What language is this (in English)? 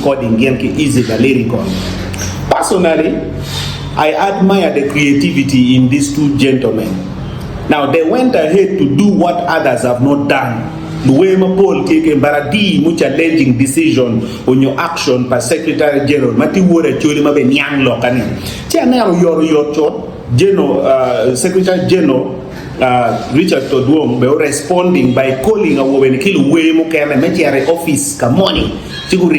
Acoli